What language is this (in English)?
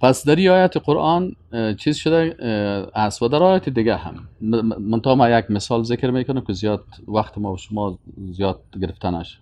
Persian